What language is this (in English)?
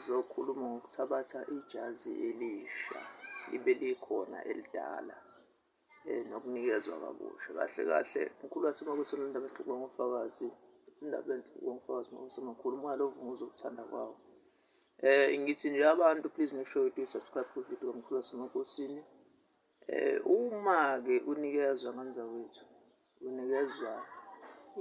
Zulu